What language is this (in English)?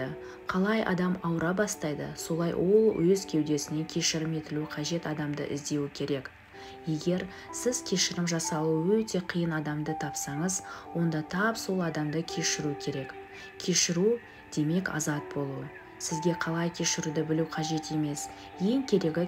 Kazakh